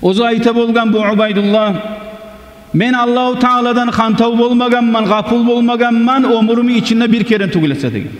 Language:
Kumyk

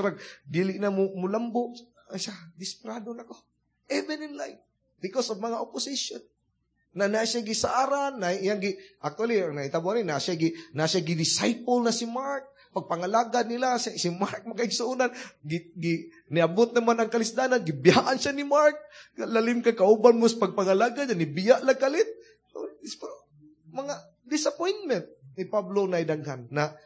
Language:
Cebuano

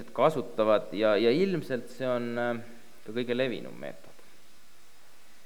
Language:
Estonian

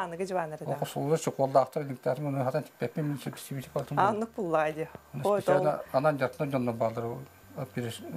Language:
Yakut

